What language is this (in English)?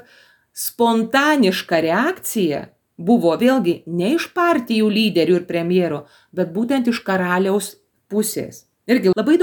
Lithuanian